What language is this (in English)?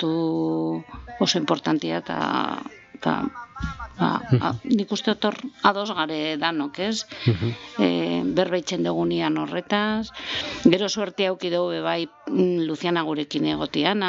Basque